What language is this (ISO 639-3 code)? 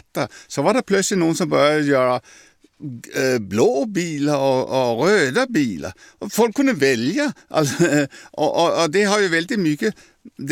swe